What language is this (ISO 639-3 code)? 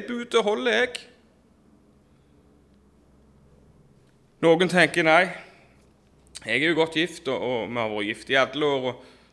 nor